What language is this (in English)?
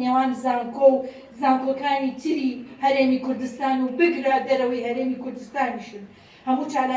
Central Kurdish